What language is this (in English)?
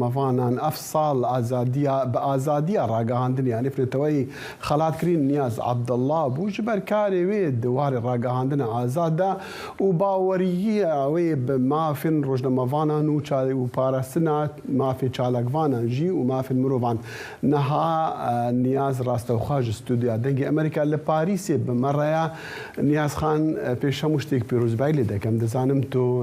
Kurdish